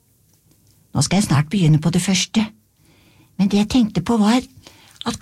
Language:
Norwegian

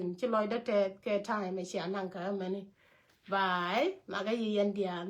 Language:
Nuer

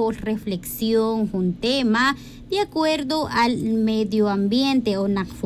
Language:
Tz'utujil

